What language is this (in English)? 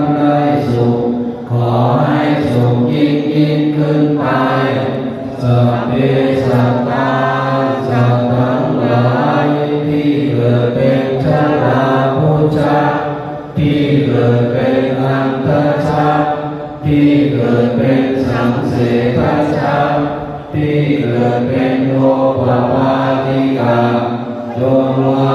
Lao